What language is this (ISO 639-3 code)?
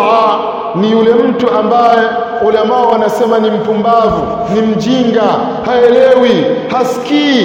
swa